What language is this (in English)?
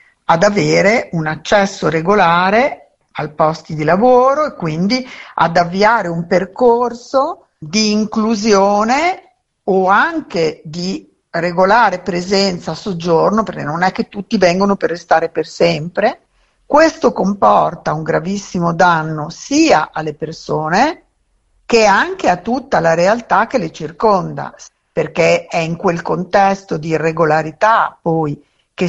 Italian